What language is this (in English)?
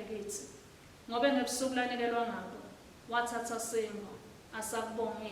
Swati